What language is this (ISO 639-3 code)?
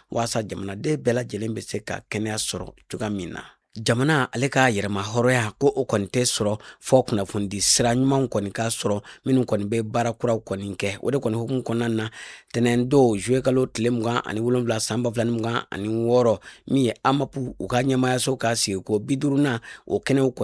bam